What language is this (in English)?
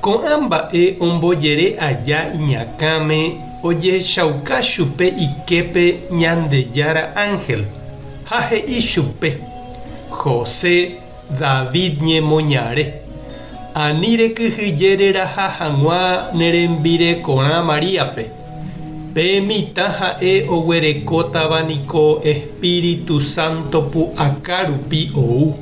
Guarani